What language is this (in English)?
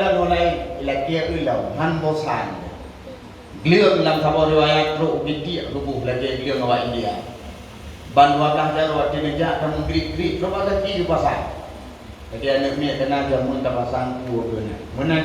Achinese